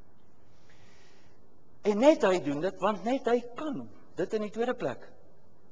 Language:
Afrikaans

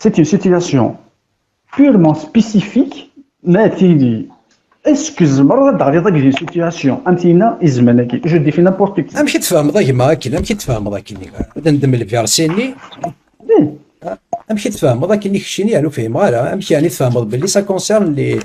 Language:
Kabyle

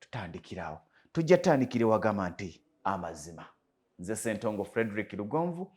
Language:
Ganda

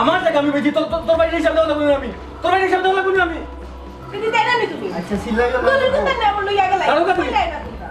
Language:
Sylheti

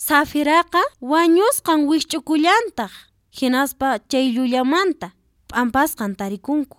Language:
Quechua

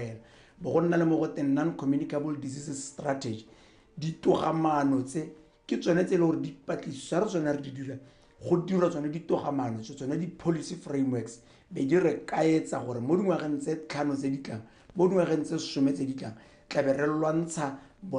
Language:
Tswana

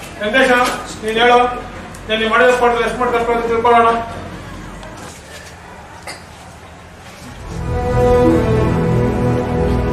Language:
Kannada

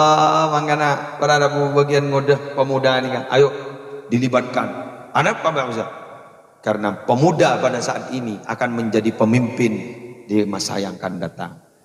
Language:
Madurese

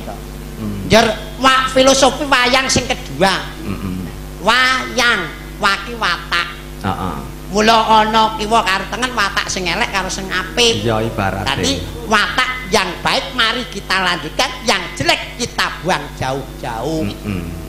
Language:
Javanese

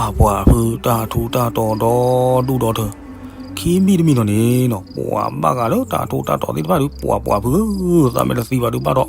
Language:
S'gaw Karen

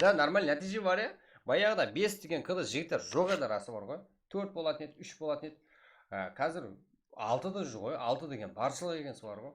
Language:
Kara-Kalpak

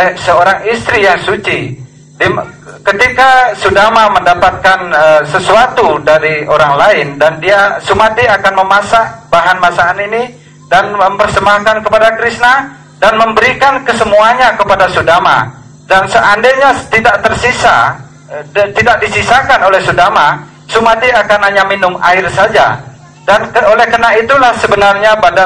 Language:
Indonesian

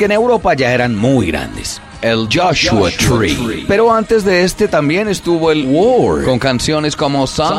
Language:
Spanish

